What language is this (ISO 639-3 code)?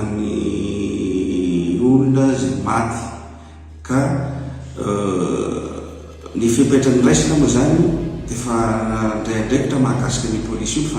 mlg